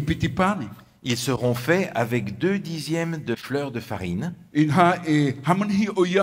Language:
Tahitian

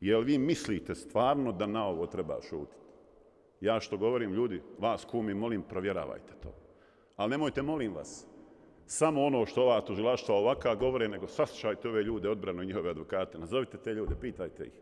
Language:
Bosnian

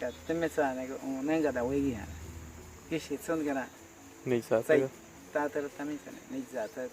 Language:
Awa-Cuaiquer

